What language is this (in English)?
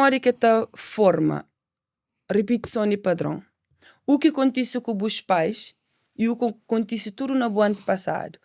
Kabuverdianu